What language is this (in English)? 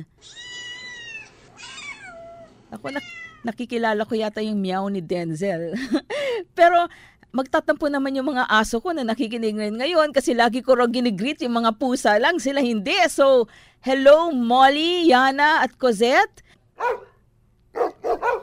Filipino